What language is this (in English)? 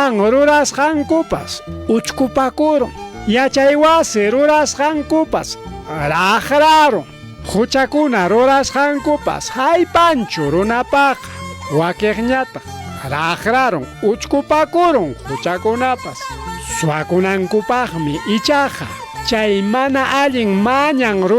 Ayacucho Quechua